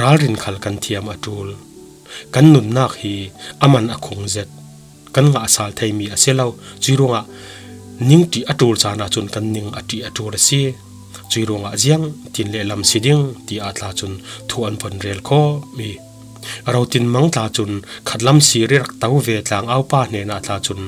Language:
Falam Chin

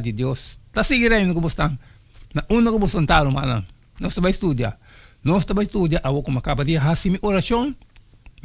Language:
Papiamento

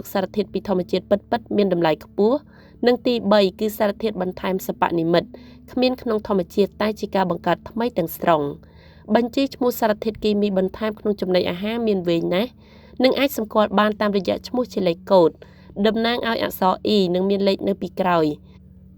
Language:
Khmer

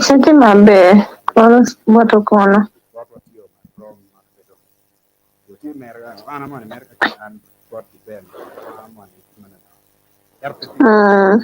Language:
Acoli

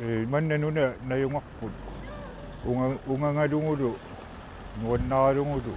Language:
Kalaallisut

